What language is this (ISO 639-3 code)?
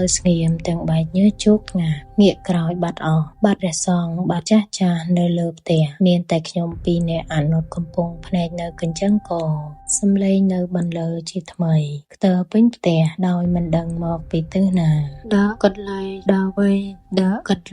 khm